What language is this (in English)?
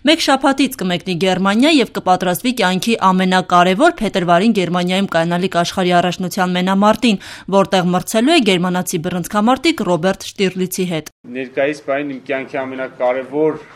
Armenian